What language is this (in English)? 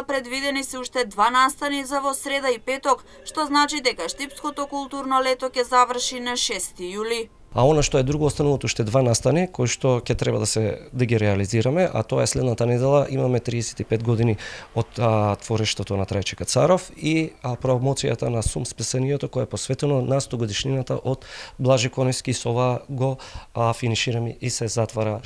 Macedonian